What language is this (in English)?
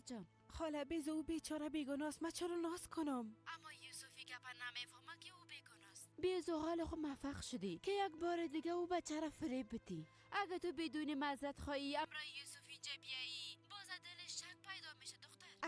Persian